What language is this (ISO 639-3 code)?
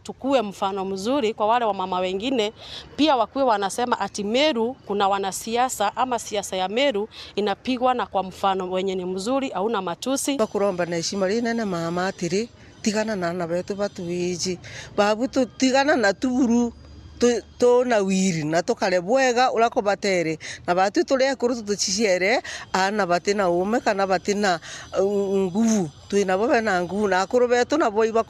mer